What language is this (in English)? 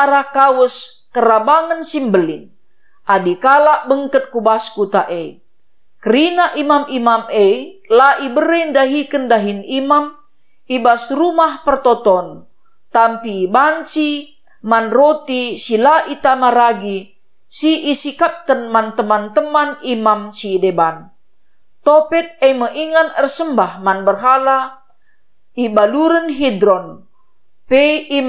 Batak Karo